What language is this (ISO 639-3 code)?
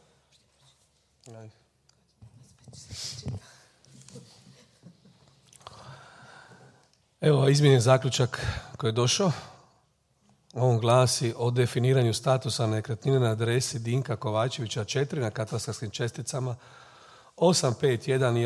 hrv